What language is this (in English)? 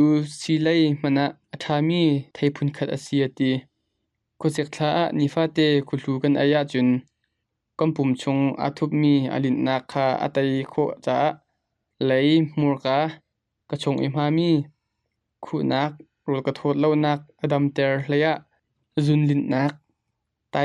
Hakha Chin